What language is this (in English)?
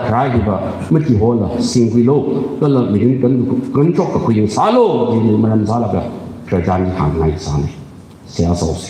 Tangkhul Naga (India)